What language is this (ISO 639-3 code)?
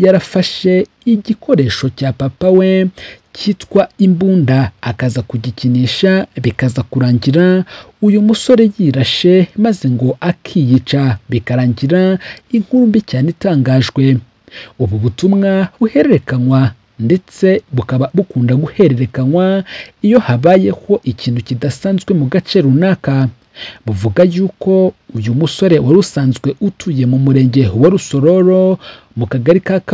kin